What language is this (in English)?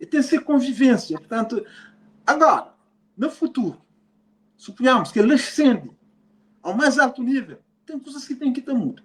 Kabuverdianu